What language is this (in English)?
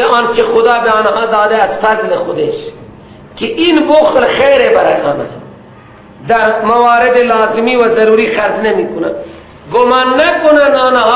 Persian